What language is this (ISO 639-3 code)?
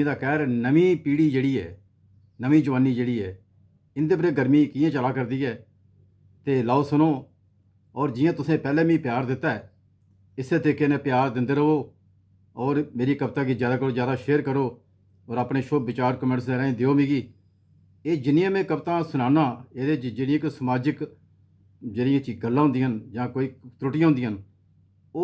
doi